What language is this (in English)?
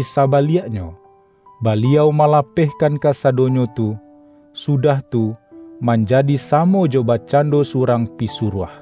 Minangkabau